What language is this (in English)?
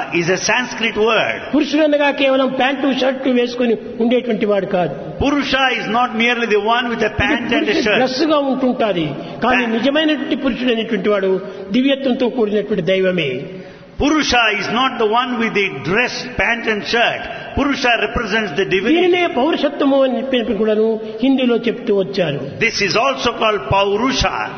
Telugu